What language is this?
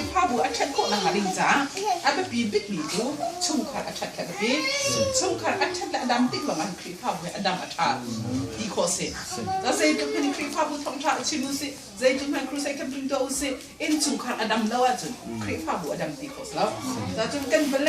Hakha Chin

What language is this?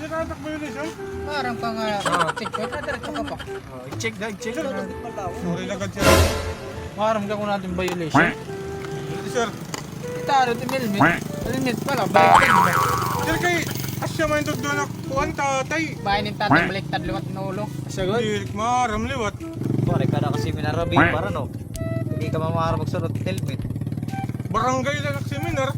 Waray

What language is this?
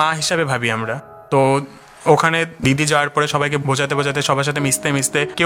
Bangla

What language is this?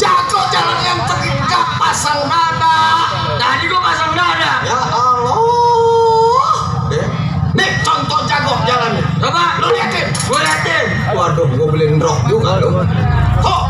Betawi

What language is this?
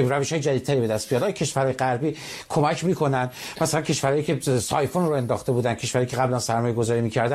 Persian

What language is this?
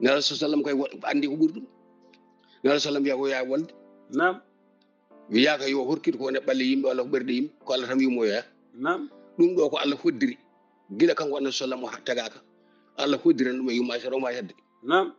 Fula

